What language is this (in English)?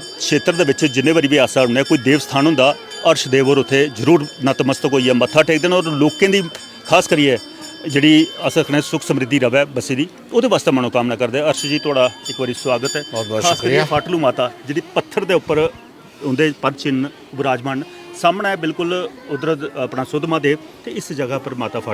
Dogri